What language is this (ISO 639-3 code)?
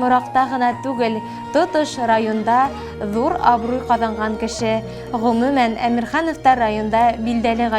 bak